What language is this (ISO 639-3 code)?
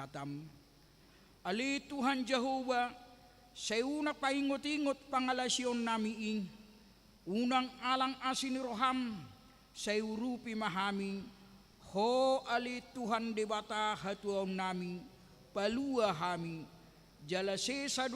bbc